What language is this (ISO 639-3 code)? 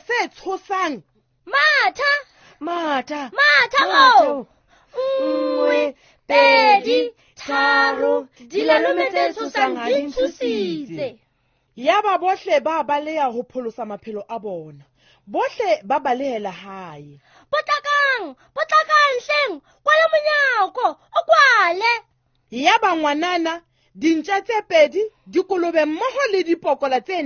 sot